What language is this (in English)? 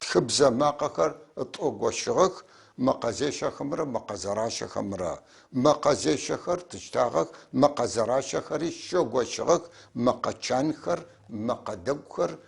North Levantine Arabic